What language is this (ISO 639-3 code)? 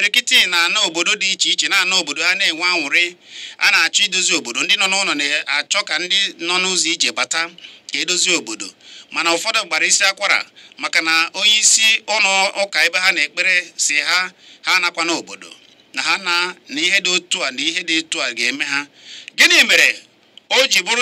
ibo